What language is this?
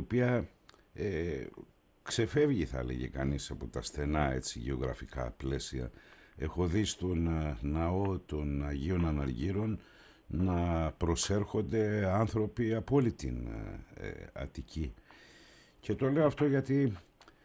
Greek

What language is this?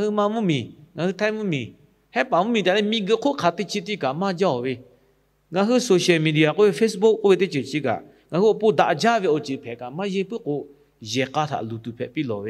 Lahu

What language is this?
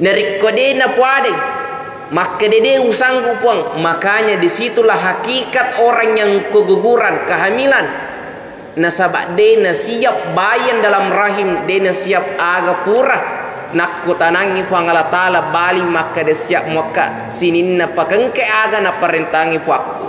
Buginese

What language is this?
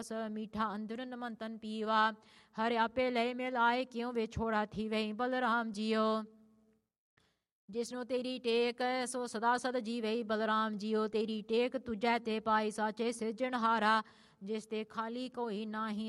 Punjabi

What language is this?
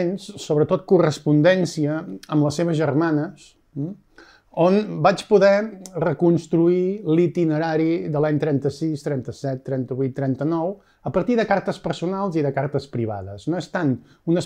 Catalan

